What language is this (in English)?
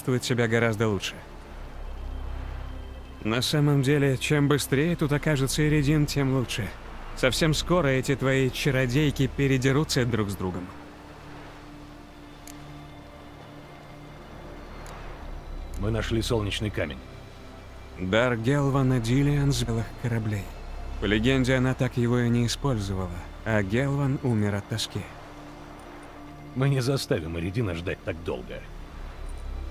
Russian